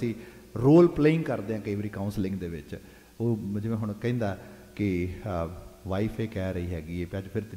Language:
Punjabi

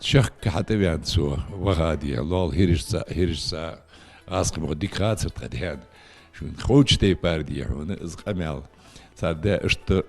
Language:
Ingush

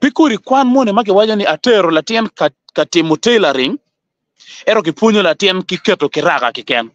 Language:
Acoli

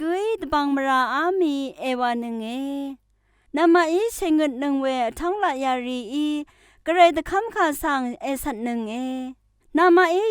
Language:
Rawang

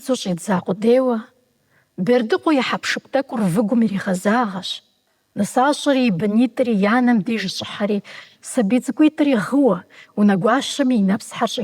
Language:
Kabardian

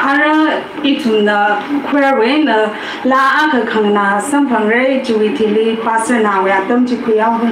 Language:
Tangkhul Naga (India)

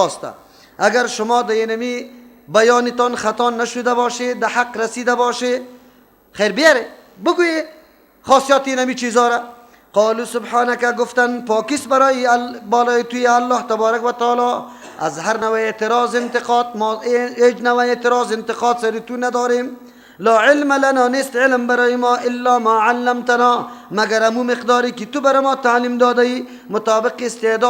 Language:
Persian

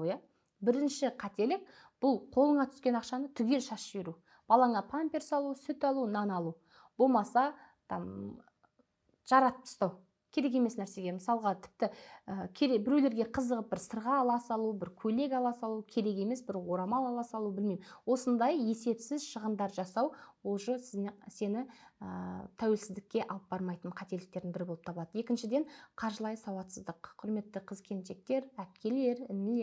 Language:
Kazakh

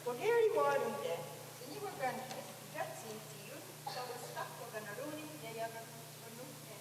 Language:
Mohawk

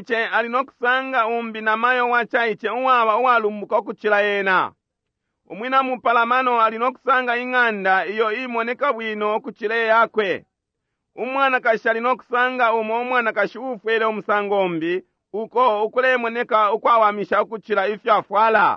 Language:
Bemba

